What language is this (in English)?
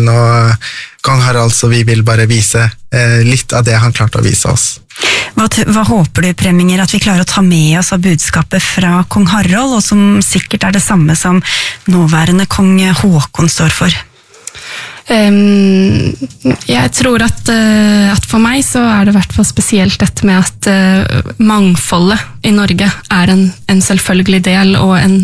Norwegian